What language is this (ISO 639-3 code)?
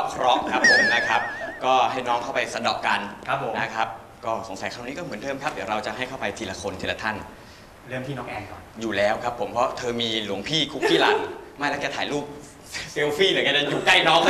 tha